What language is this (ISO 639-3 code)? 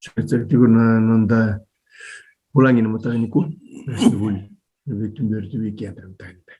fij